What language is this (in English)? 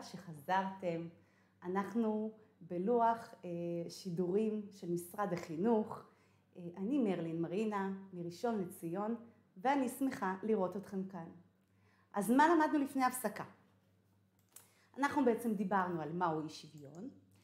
Hebrew